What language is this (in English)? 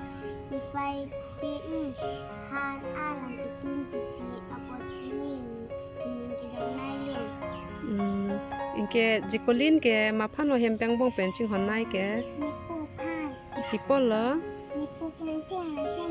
Karbi